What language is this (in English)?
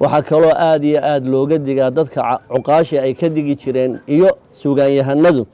Somali